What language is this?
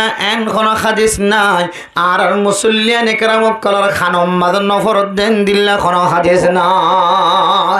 Rohingya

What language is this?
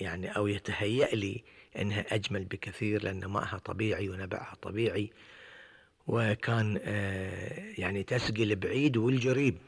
Gulf Arabic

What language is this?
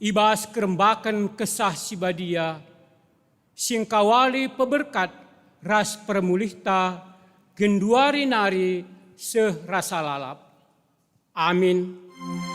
Batak Karo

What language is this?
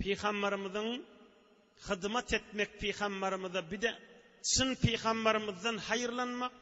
Turkmen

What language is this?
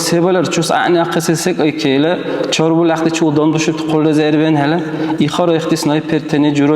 Dargwa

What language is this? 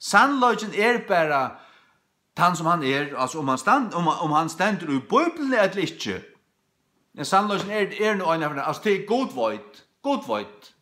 Faroese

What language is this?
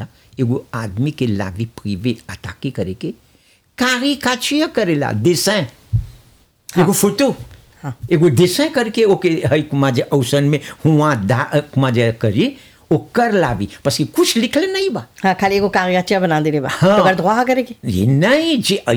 Bhojpuri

